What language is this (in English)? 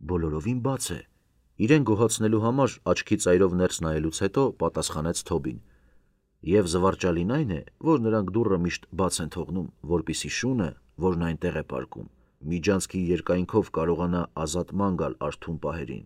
Armenian